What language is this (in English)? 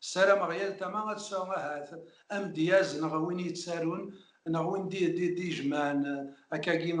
Kabyle